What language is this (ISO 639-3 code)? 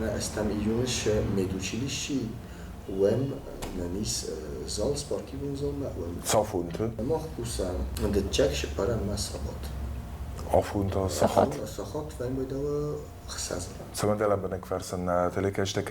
oss